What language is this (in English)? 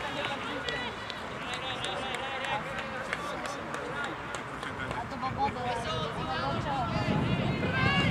Slovak